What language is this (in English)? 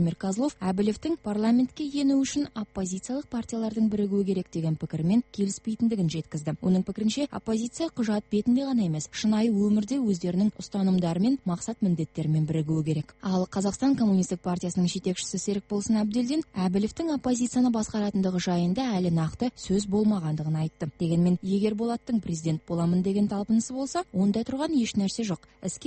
Kazakh